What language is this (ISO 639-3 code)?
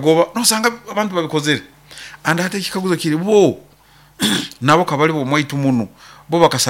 nyo